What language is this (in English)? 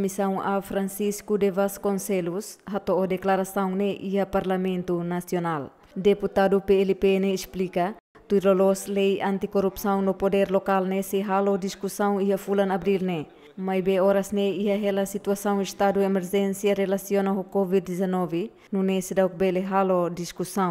Tetum